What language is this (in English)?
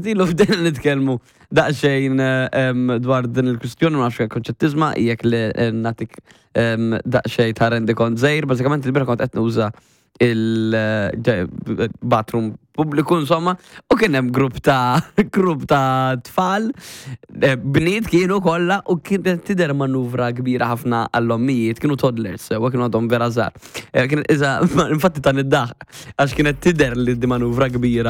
Maltese